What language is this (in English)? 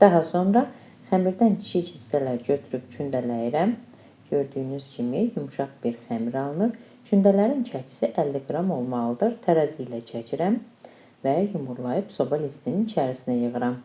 Azerbaijani